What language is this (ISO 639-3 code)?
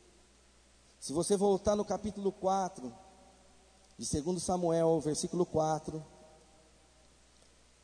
por